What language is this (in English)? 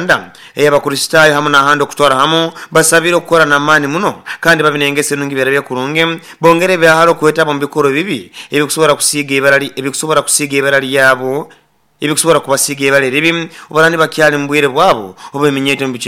Nyoro